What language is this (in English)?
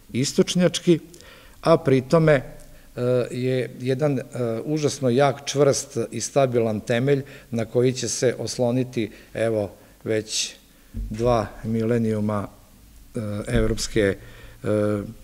Serbian